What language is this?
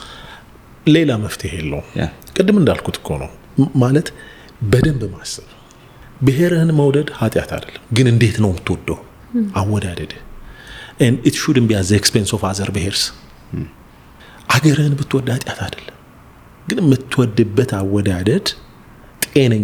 Amharic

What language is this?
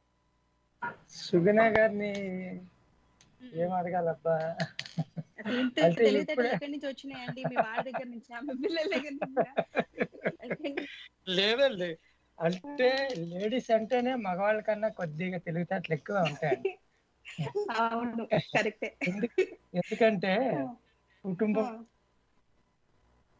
Telugu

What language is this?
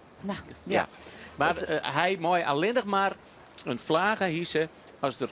Western Frisian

